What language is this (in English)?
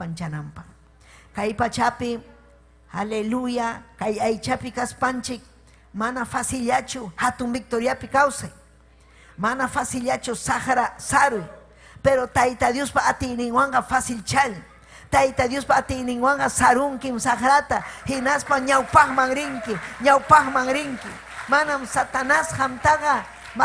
Ayacucho Quechua